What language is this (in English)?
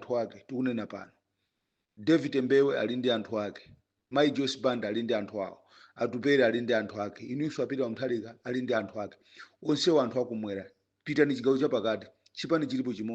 Nyanja